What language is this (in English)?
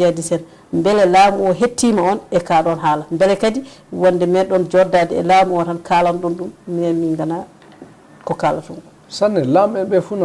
Fula